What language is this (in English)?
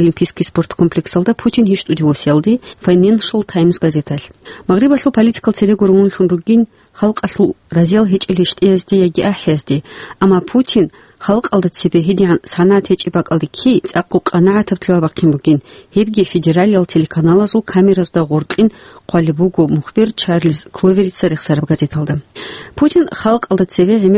Avaric